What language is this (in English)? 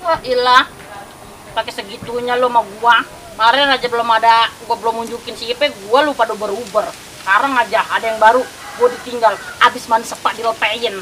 Betawi